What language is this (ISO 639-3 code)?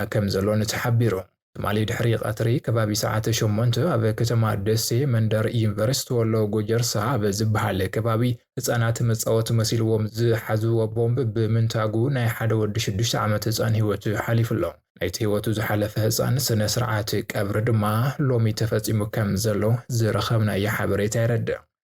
tir